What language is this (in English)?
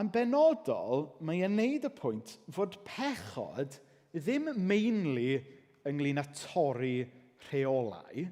Welsh